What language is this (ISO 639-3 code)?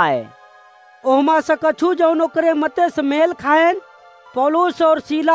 awa